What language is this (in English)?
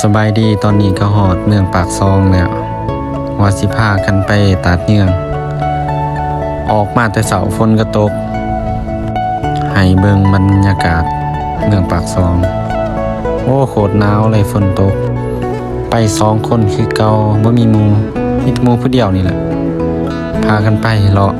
Lao